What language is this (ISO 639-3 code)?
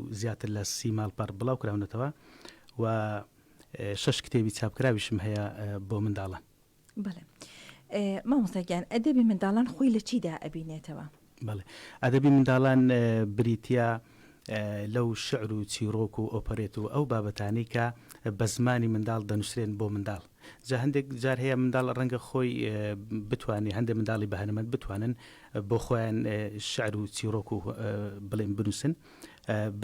ckb